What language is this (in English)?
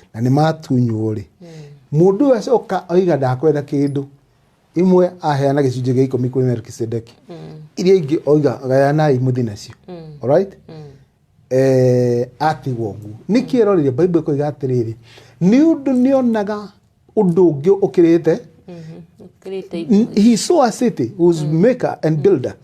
Kikuyu